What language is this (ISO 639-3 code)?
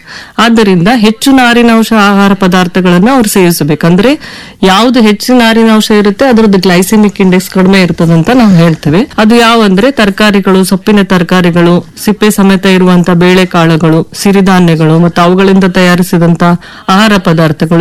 kan